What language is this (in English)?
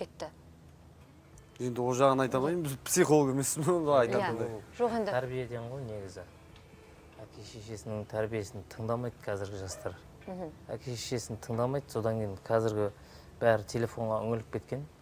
Kazakh